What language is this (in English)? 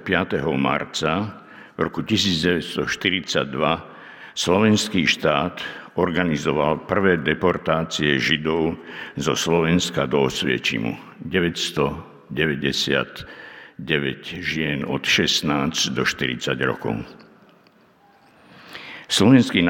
Slovak